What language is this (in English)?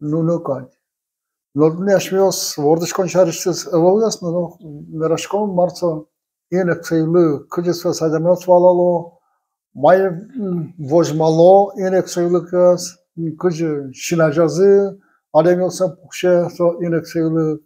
Udmurt